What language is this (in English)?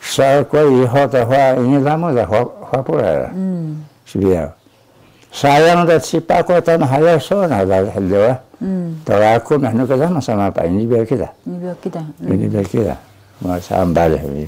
Taroko